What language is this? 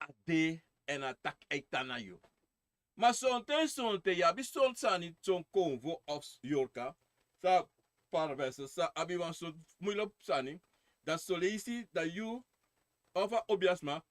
Sranan Tongo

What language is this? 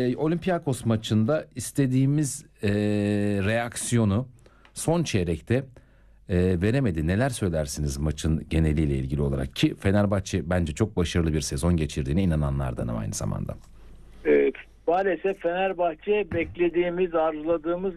Turkish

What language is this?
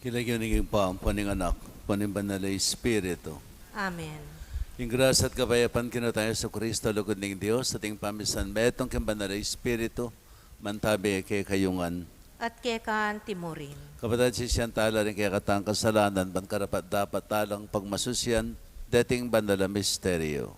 Pampanga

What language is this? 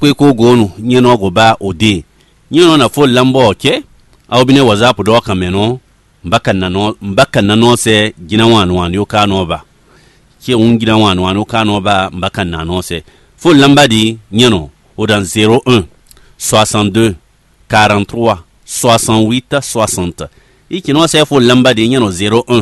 Fon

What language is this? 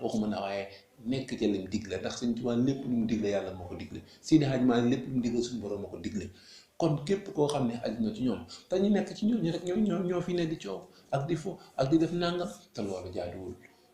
Wolof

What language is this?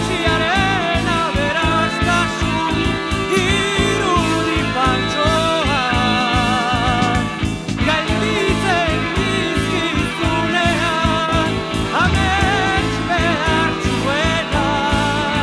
Basque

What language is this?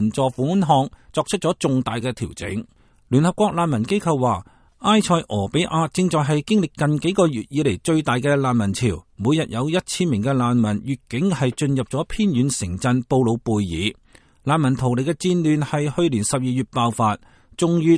Cantonese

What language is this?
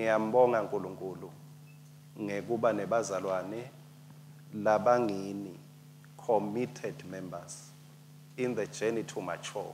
Swati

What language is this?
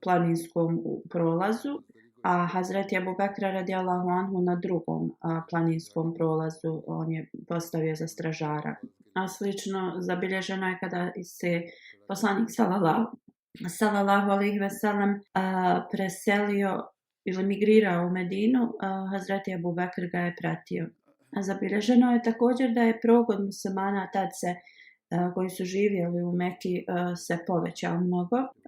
Bosnian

